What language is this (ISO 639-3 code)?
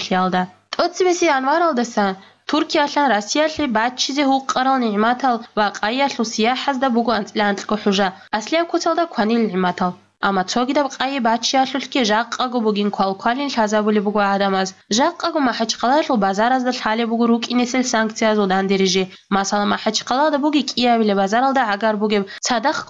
ava